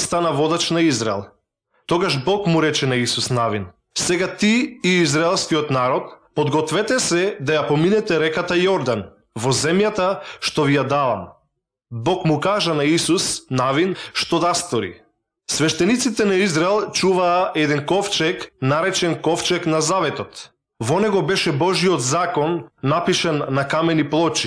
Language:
Macedonian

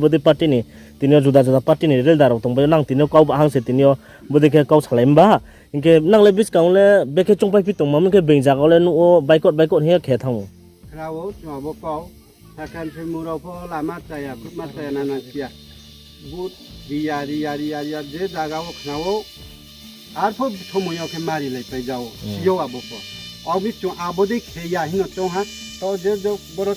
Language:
Riang (India)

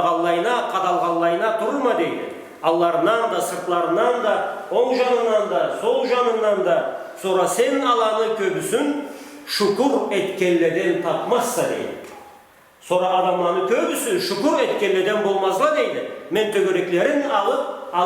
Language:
Karachay-Balkar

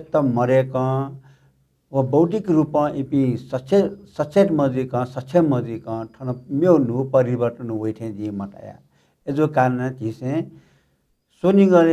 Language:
Newari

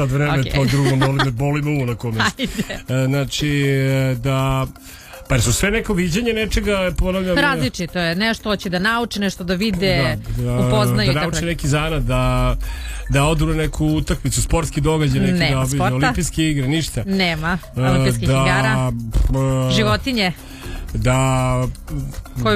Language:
Serbian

